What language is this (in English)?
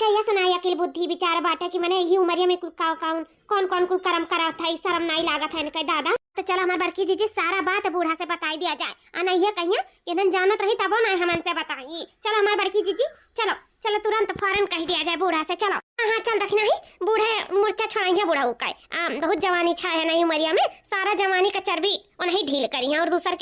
Awadhi